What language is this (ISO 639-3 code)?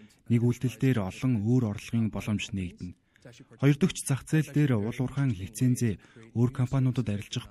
mon